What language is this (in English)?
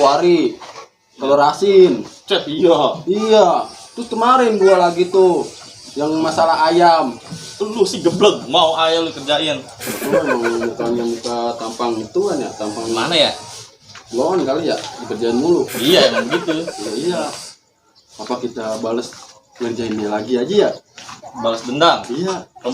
Betawi